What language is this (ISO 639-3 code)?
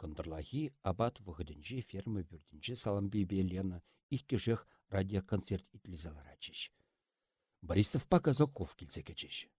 chv